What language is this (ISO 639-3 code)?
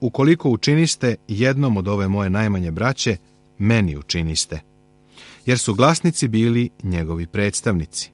srp